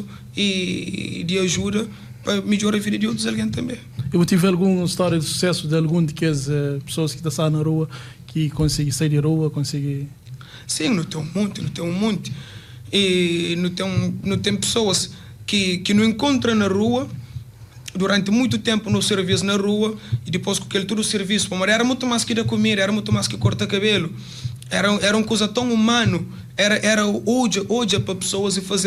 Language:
Kabuverdianu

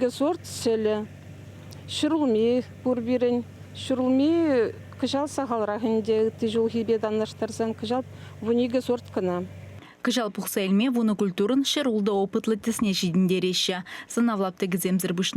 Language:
Chuvash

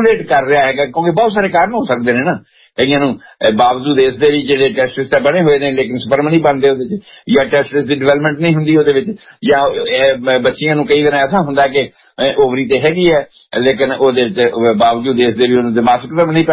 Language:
Punjabi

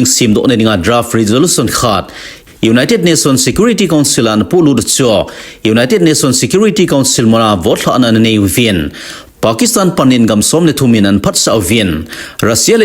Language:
Thado Chin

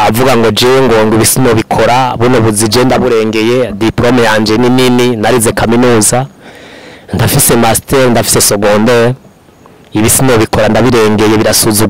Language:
Rundi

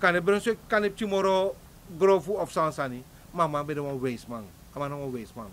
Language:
Sranan Tongo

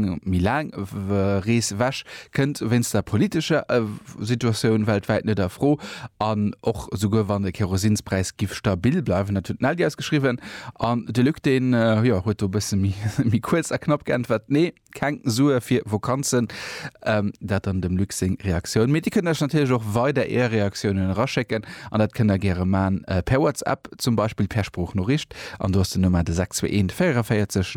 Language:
Luxembourgish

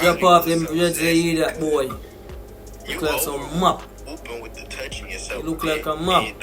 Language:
Jamaican Creole English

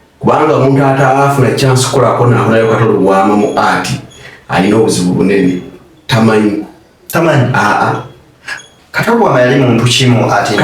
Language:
Ganda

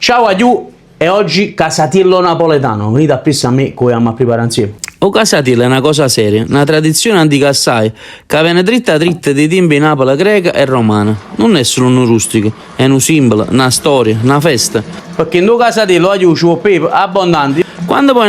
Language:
Neapolitan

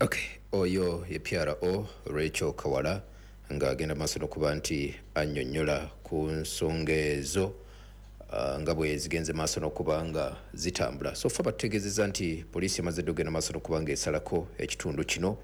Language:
Ganda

